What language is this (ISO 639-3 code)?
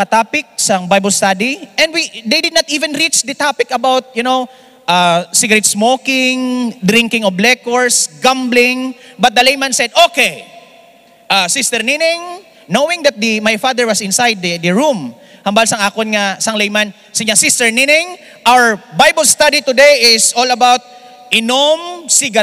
hil